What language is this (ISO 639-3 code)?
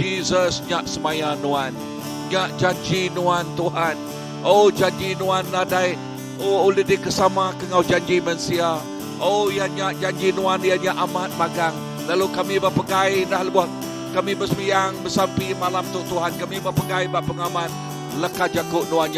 iba